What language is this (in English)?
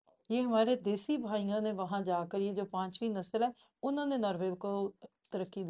Urdu